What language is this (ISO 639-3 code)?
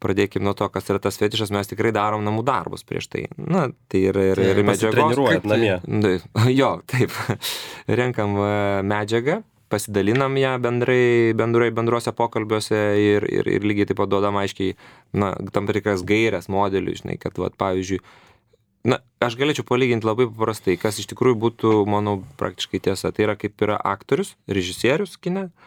lit